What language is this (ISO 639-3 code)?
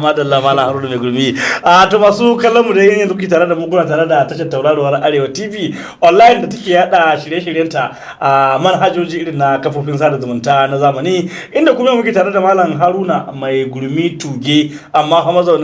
hau